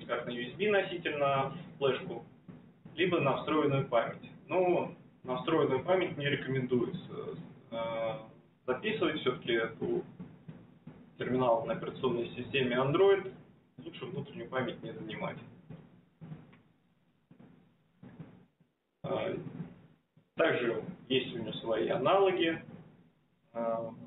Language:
Russian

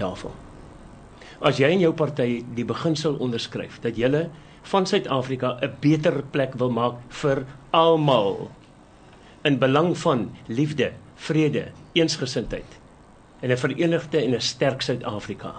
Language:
Afrikaans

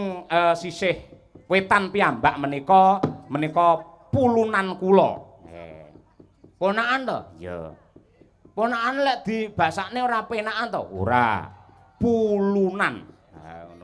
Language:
Javanese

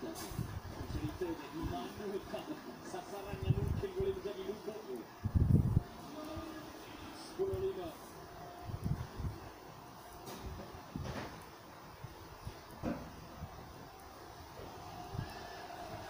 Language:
Malay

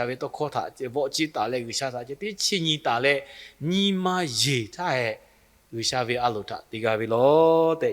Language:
Lahu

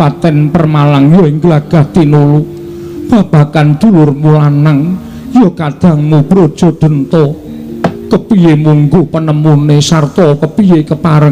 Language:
Javanese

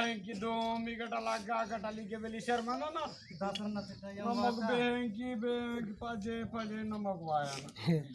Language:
Adilabad Gondi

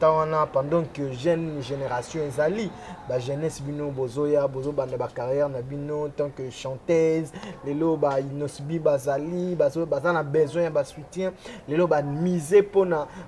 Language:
Lingala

